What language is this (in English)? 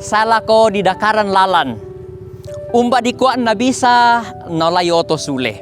Toraja-Sa'dan